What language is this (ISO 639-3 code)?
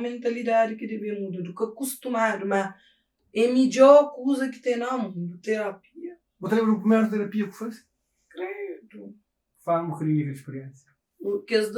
kea